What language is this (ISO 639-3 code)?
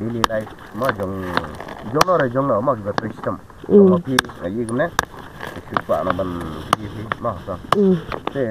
kha